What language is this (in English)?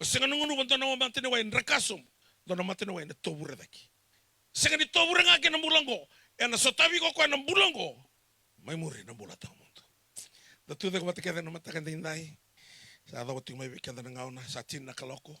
Fijian